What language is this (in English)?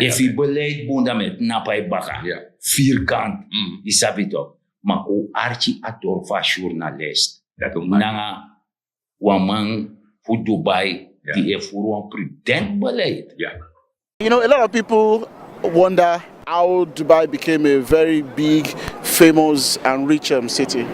Sranan Tongo